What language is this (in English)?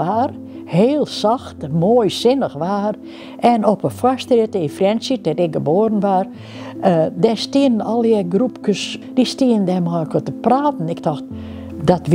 Western Frisian